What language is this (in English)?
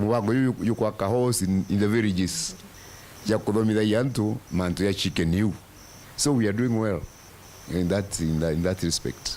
Meru